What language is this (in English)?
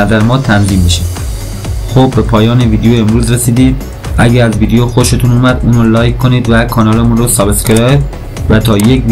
Persian